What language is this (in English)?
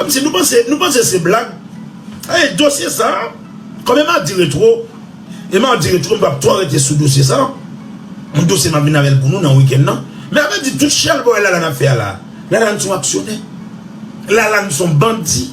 Haitian Creole